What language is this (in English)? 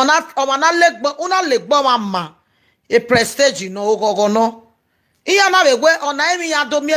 Nigerian Pidgin